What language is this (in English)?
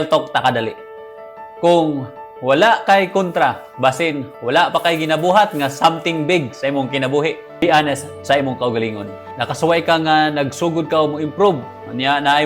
Cebuano